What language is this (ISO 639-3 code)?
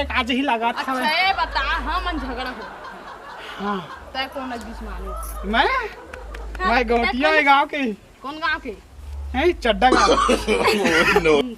hne